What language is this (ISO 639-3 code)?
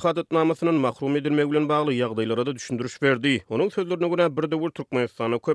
tuk